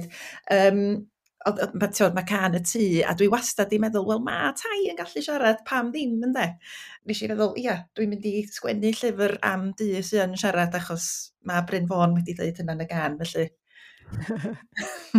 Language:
Welsh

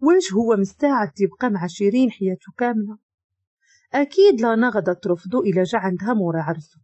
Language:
Moroccan Arabic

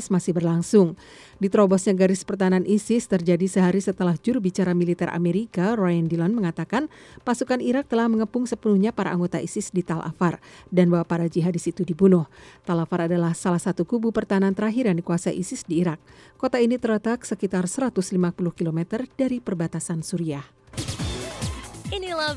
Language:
Indonesian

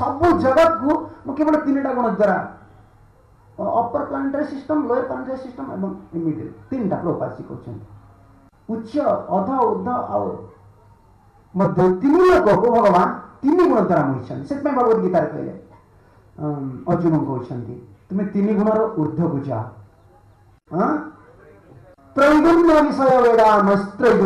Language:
Odia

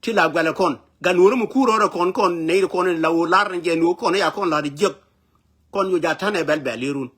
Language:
Nuer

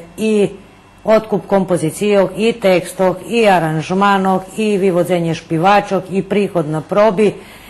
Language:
Rusyn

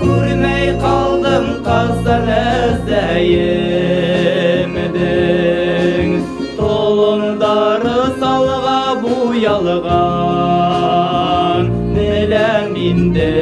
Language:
Bashkir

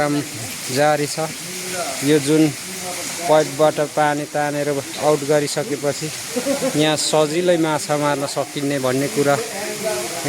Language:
Nepali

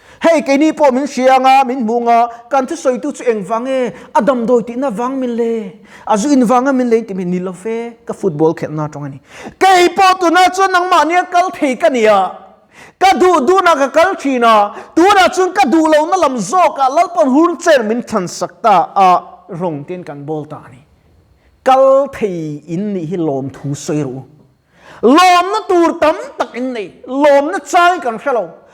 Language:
Mizo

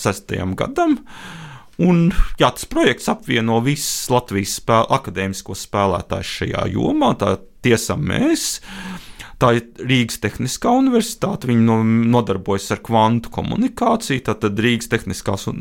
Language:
Latvian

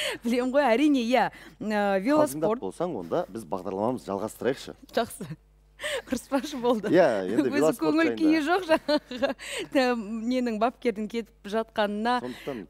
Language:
Kazakh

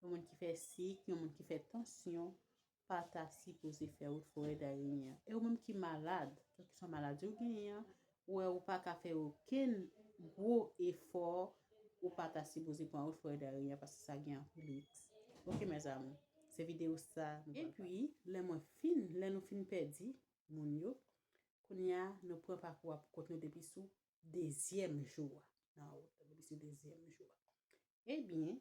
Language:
Haitian Creole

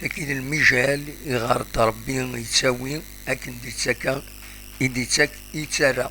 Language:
Kabyle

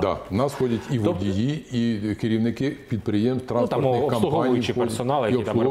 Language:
Ukrainian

